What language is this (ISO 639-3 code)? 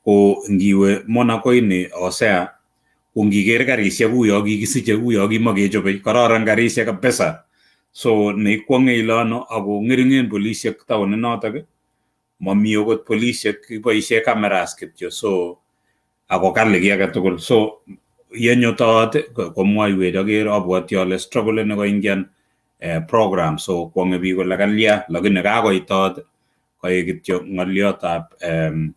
kln